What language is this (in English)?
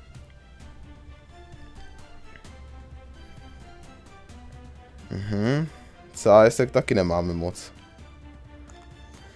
Czech